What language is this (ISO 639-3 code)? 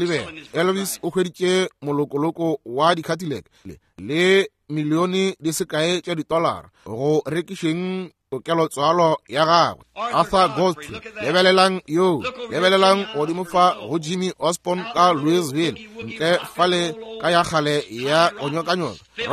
nso